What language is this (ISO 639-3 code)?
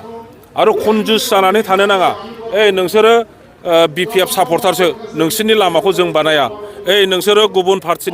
brx